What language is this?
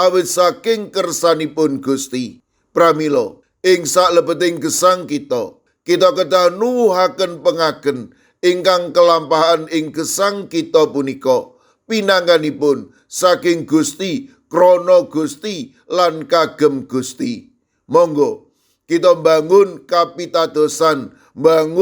Javanese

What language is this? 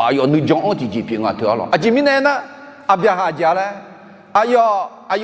Akha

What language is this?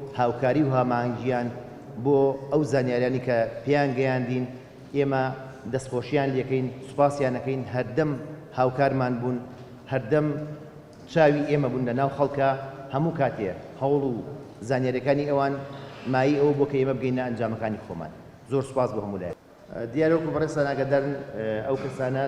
Central Kurdish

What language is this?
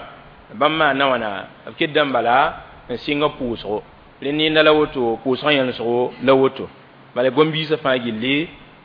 Mossi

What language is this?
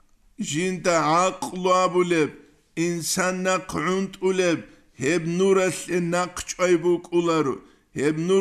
Avaric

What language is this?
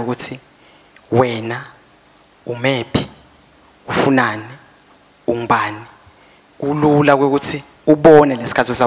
Swati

